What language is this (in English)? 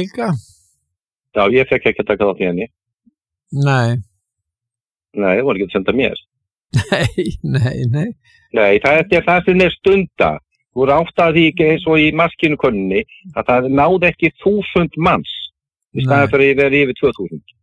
Icelandic